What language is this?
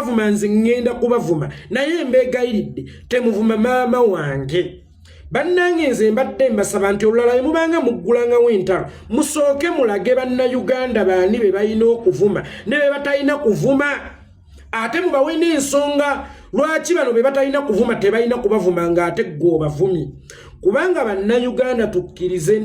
Ganda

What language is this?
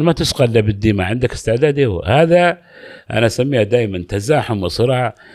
Gulf Arabic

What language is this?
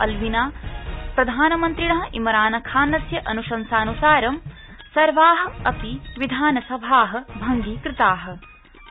Sanskrit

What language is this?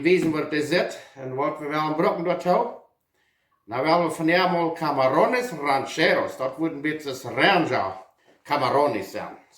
Plautdietsch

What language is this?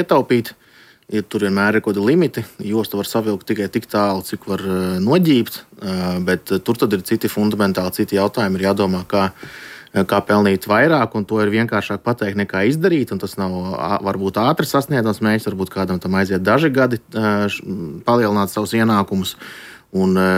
Latvian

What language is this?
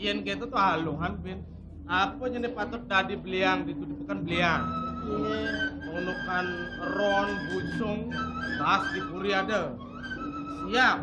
Balinese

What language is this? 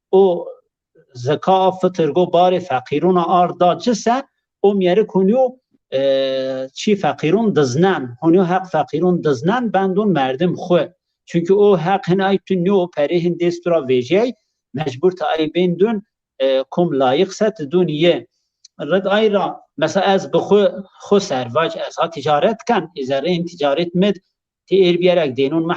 Zaza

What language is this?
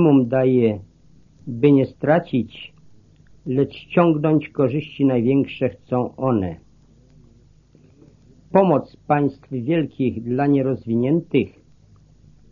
Polish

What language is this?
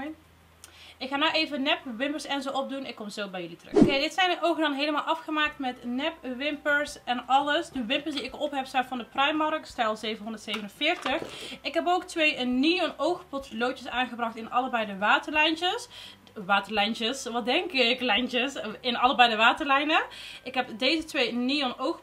Dutch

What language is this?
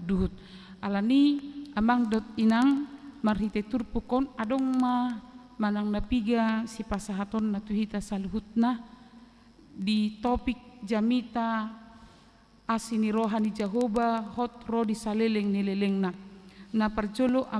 Batak Toba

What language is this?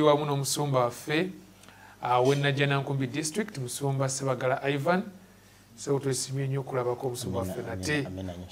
Ganda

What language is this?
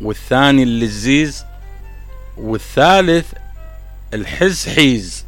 Mesopotamian Arabic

